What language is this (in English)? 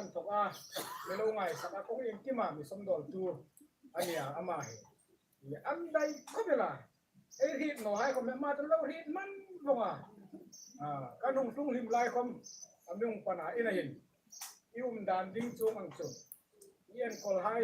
Hmar